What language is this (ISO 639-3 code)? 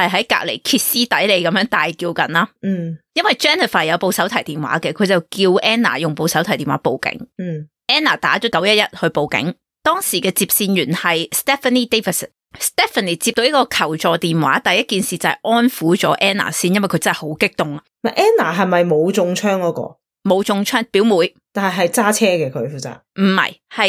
yue